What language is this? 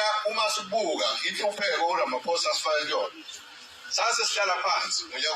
Zulu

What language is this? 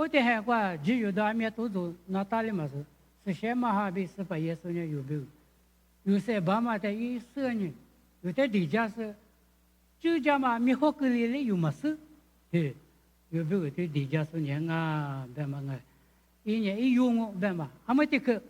Lisu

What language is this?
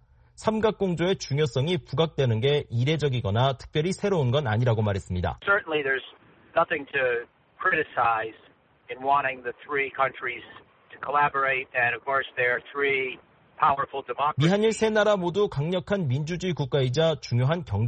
Korean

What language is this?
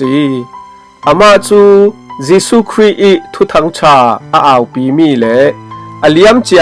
Falam Chin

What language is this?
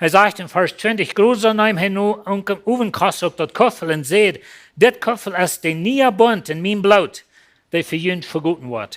Plautdietsch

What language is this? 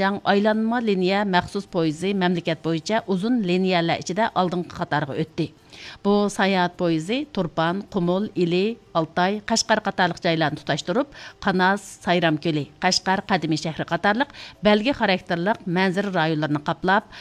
Uyghur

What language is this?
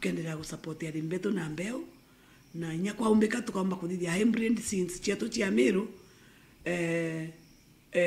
Meru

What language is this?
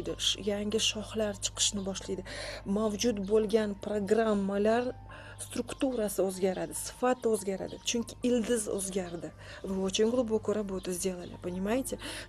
Uzbek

